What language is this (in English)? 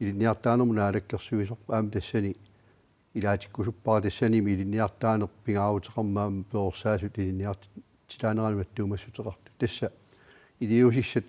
Kalaallisut